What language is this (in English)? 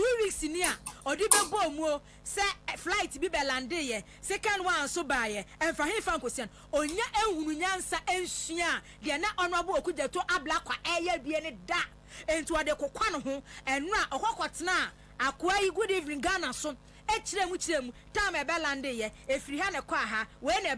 Akan